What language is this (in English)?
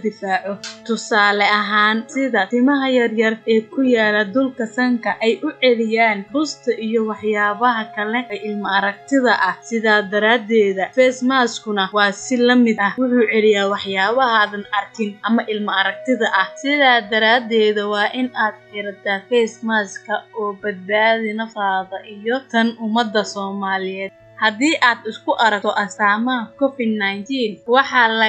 Somali